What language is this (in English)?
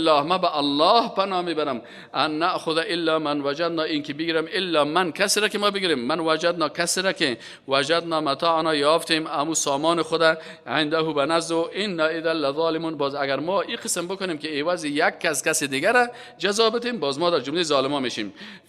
Persian